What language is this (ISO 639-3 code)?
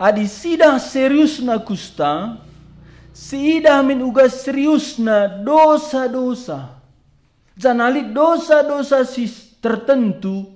btx